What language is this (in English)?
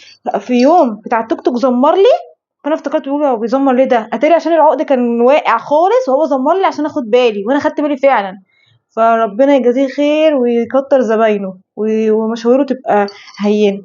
Egyptian Arabic